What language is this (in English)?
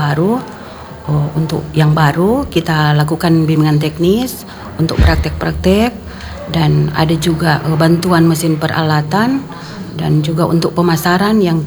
Indonesian